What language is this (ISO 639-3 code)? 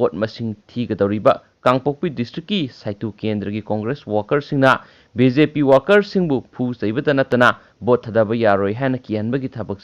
mni